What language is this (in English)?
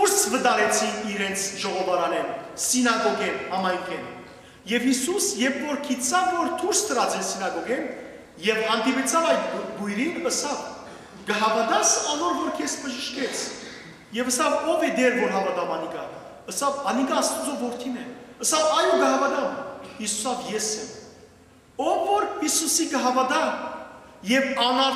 Western Armenian